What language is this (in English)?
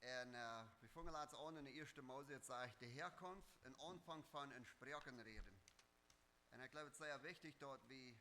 Plautdietsch